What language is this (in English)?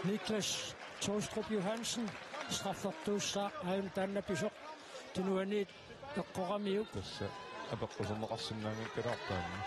Kalaallisut